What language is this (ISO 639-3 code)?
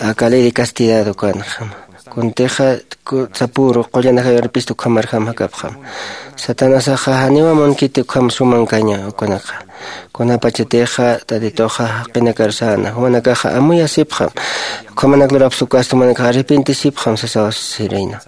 aym